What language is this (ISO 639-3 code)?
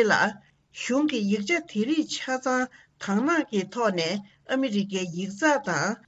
bod